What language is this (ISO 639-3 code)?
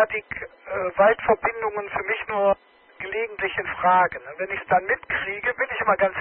deu